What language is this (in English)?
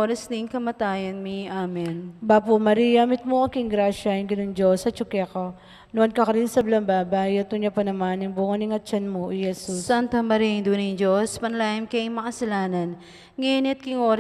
Pampanga